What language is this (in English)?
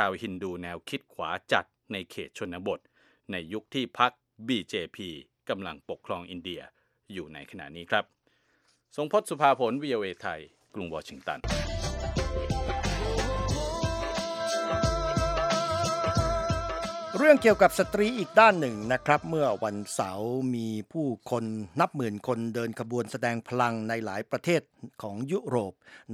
Thai